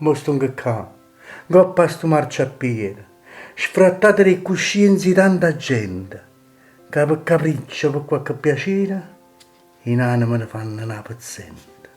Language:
Neapolitan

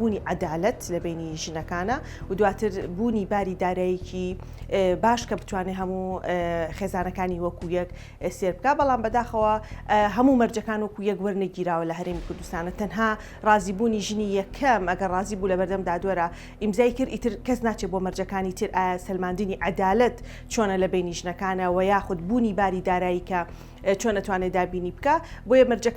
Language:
Central Kurdish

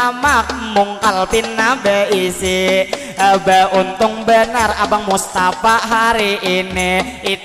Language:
Banjar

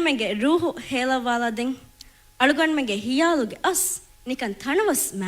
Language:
Divehi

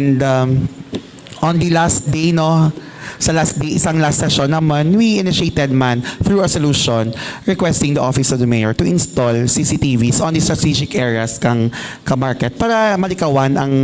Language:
Hiligaynon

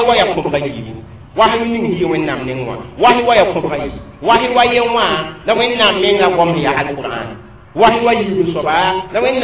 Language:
Mossi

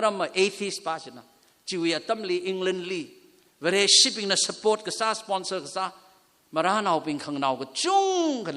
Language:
Tangkhul Naga (India)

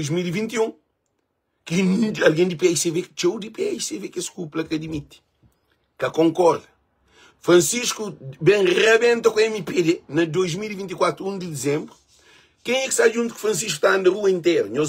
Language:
Kabuverdianu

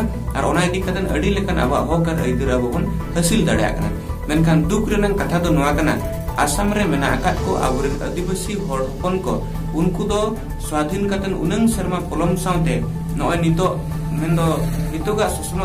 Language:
Santali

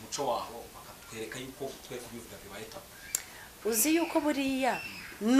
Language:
Kinyarwanda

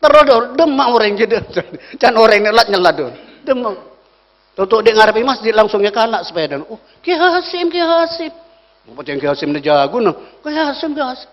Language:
Madurese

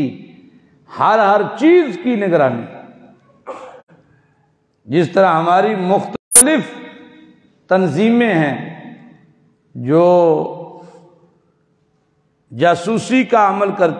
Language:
Urdu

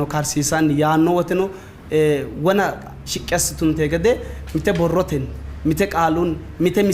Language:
Sidamo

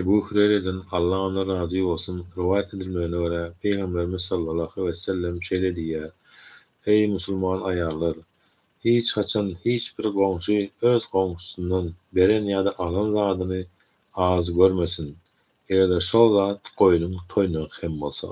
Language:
Turkmen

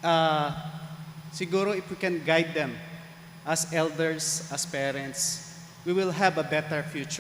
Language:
Pampanga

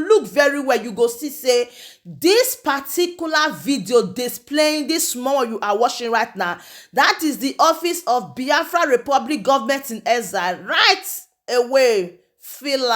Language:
Nigerian Pidgin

